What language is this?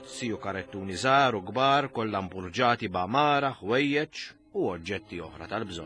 Maltese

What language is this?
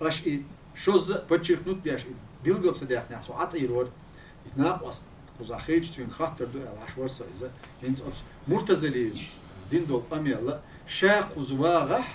Chechen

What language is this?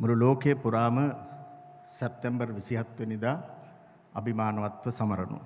Sinhala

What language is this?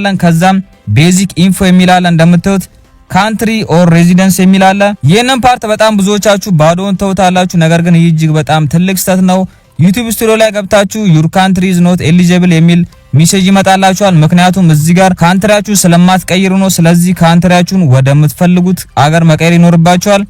Amharic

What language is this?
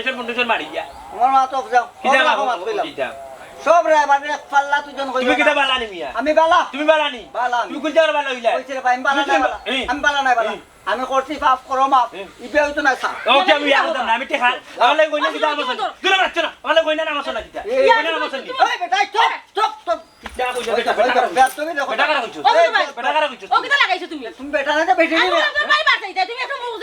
Sylheti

